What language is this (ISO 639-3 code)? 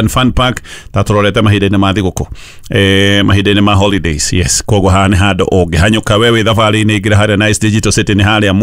kik